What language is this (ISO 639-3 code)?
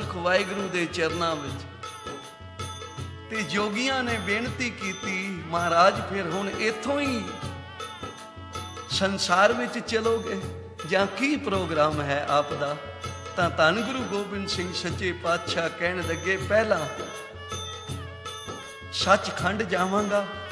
pan